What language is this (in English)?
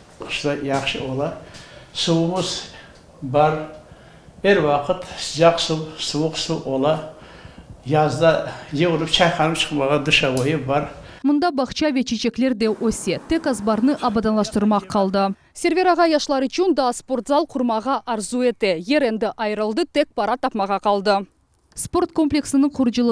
Crimean Tatar